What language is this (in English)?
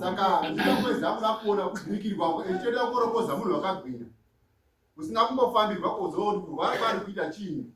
Shona